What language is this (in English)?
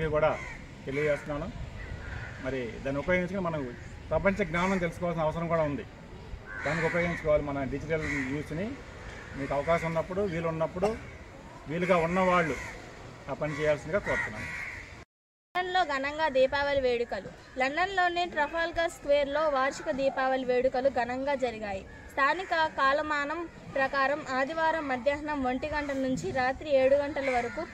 Telugu